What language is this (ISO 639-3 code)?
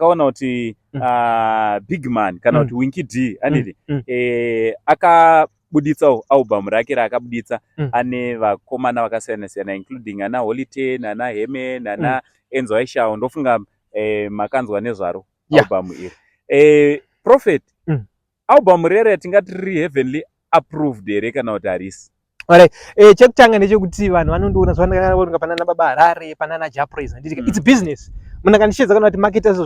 sna